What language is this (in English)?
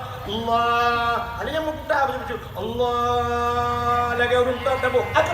Achinese